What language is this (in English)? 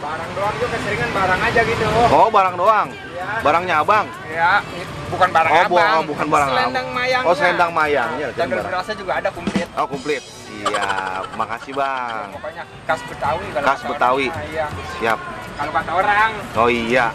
Betawi